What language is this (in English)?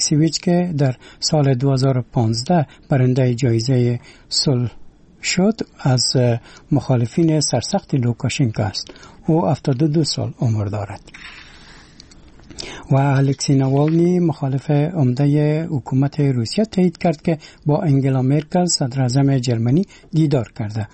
Persian